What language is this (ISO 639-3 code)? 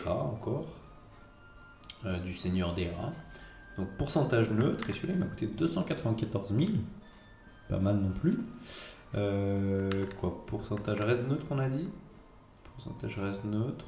fra